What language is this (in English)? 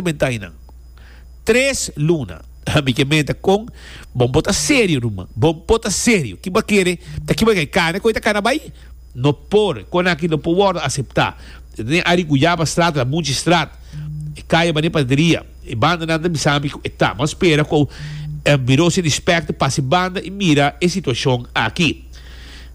Papiamento